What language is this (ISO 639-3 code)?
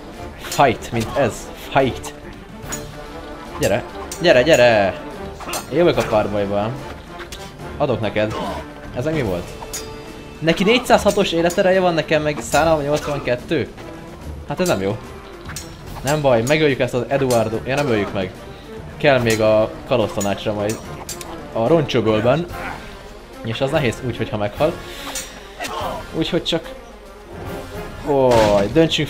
hun